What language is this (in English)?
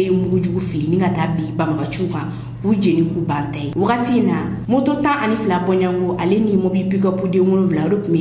Bambara